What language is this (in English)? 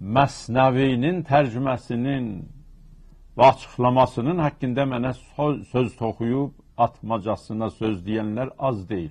South Azerbaijani